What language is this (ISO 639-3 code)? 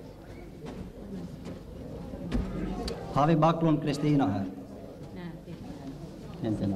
swe